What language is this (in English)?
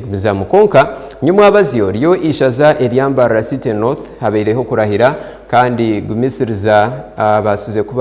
Nyankole